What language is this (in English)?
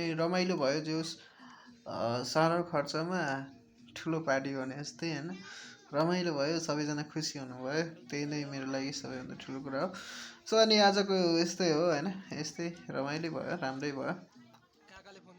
Nepali